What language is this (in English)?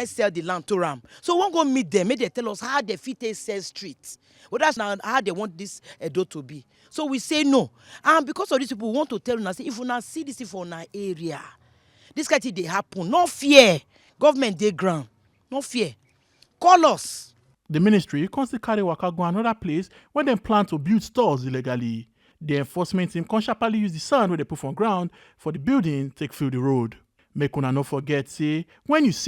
Nigerian Pidgin